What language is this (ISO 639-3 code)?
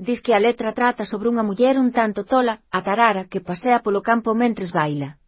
glg